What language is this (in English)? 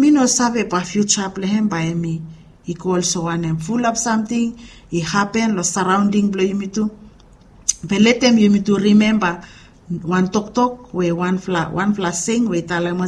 Bislama